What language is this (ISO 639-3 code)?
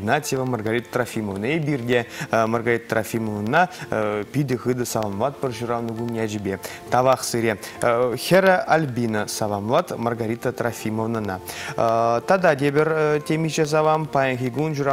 chv